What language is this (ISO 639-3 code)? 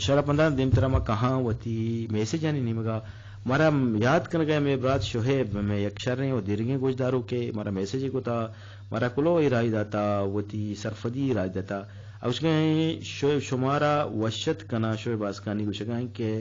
bgp